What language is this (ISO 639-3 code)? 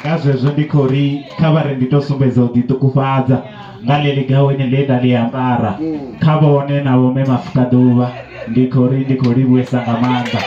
ven